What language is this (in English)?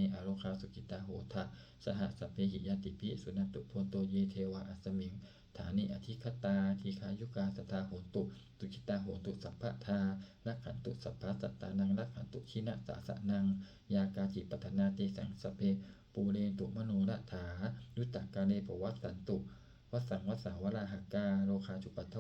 Pali